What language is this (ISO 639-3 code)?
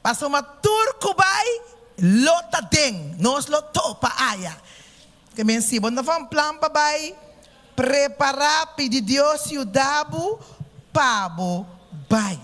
pap